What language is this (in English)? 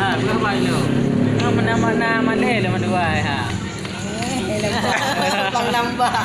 Achinese